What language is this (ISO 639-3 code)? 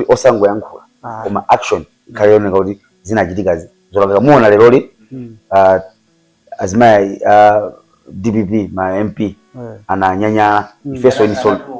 nya